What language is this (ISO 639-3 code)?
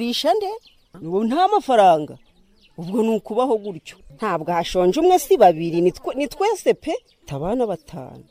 kin